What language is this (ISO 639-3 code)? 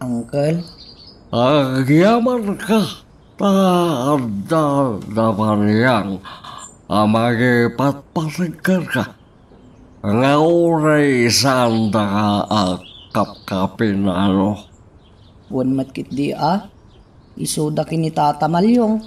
ilo